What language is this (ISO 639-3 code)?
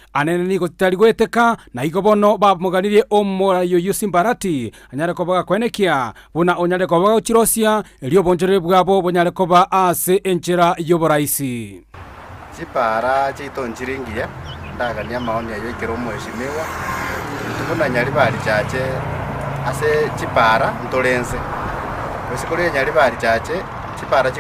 guz